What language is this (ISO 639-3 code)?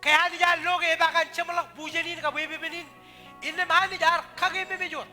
mah